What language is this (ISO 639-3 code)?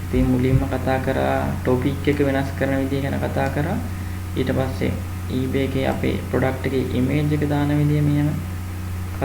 sin